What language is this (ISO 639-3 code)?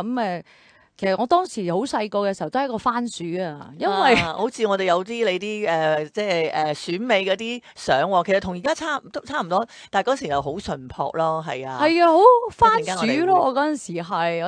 yue